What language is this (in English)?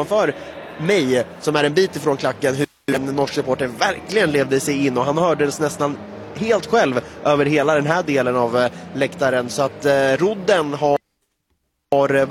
Swedish